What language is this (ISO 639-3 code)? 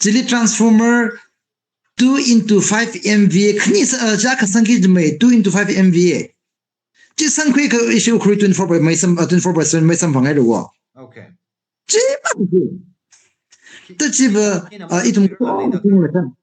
nmf